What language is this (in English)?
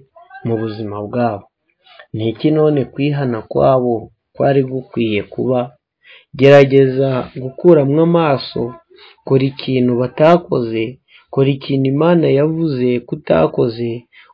Kinyarwanda